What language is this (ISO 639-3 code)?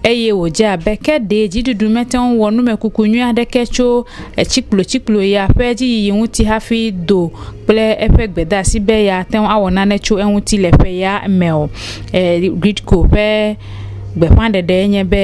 ewe